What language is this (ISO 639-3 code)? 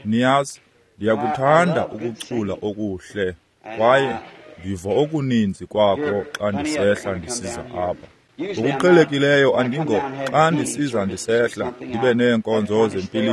xho